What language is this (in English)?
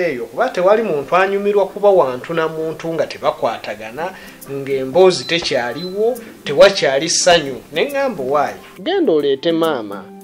Ganda